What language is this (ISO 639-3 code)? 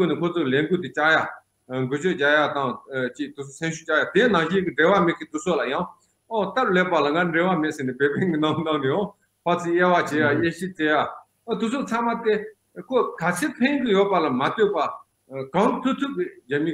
bod